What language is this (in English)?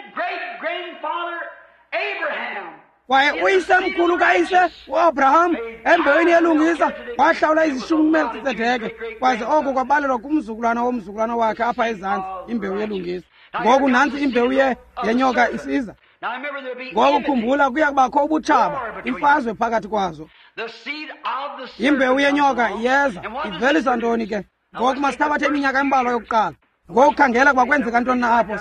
Xhosa